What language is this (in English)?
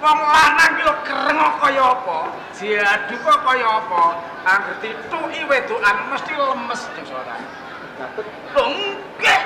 Javanese